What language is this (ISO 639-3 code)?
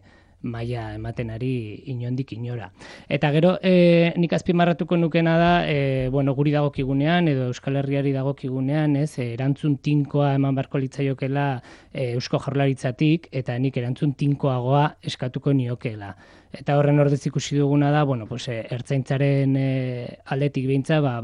eus